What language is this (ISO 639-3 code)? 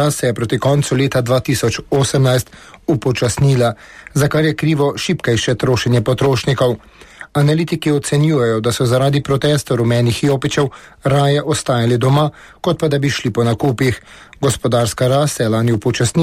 slv